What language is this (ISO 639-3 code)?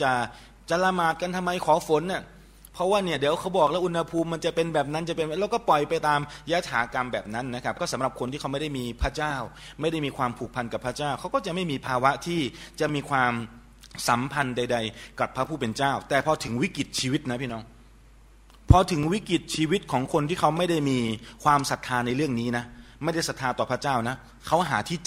tha